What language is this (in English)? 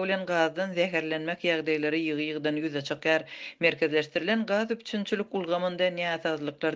Turkmen